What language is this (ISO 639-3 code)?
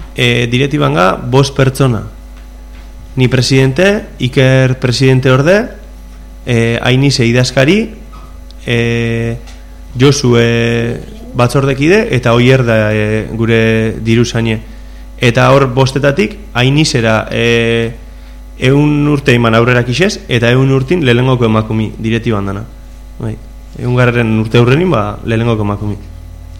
eus